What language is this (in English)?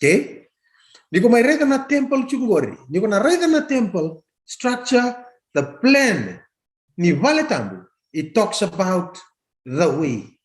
Fijian